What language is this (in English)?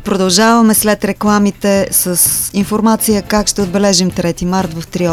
Bulgarian